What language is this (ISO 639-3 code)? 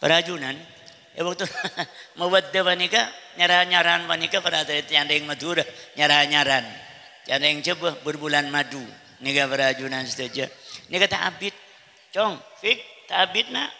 mad